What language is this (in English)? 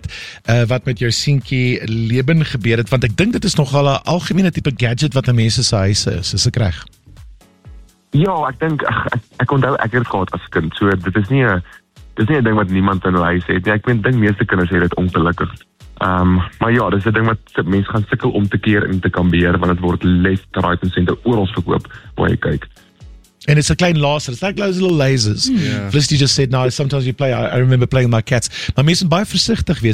Afrikaans